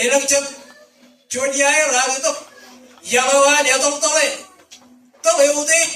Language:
Marshallese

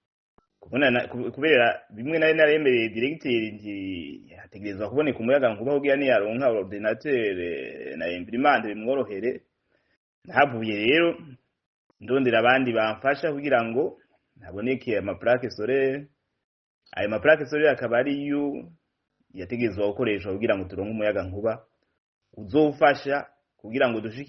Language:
Rundi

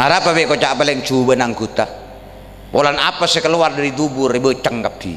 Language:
Madurese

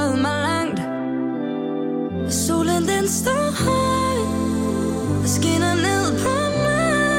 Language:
Danish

